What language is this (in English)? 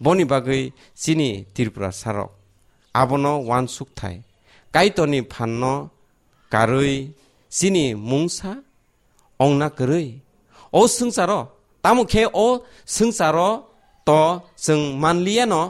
Kok Borok